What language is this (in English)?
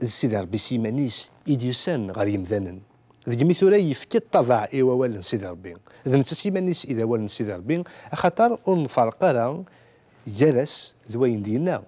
Kabyle